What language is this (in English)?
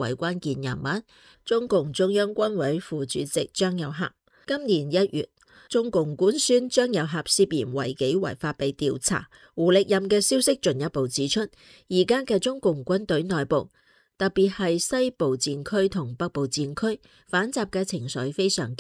Cantonese